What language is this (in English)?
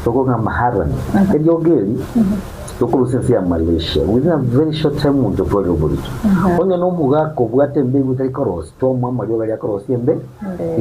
Gusii